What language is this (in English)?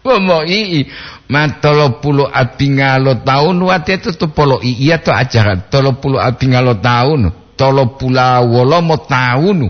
Gorontalo